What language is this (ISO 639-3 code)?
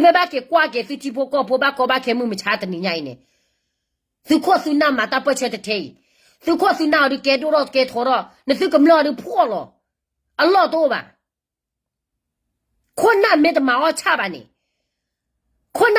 ksw